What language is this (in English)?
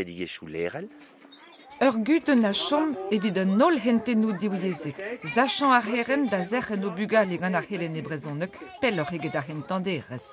Breton